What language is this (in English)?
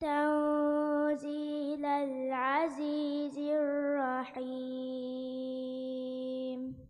Divehi